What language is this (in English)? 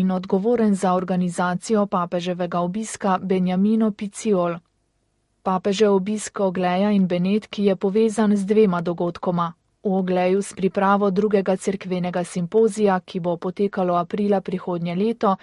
Slovenian